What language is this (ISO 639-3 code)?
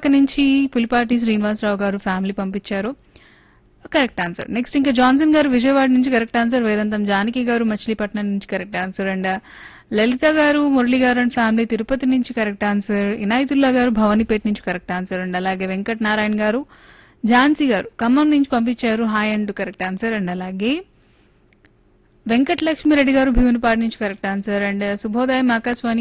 tel